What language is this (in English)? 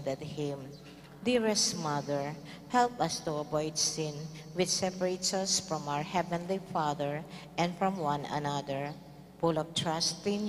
Pampanga